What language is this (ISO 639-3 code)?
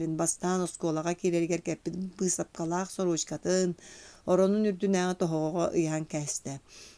sah